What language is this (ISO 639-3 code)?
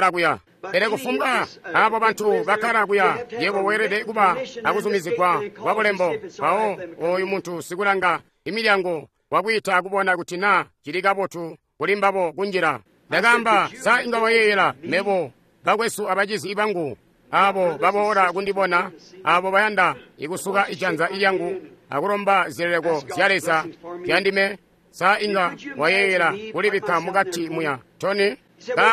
toi